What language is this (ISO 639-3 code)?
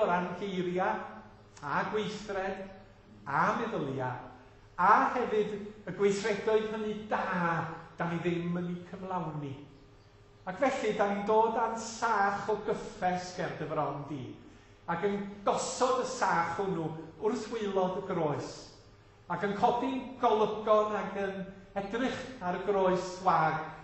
cym